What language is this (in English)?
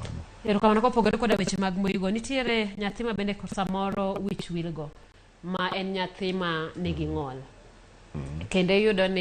Luo (Kenya and Tanzania)